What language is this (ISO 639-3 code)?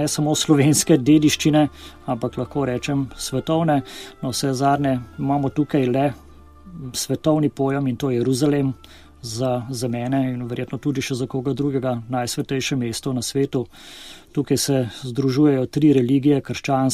slv